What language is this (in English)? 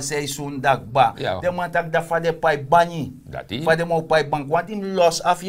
Sranan Tongo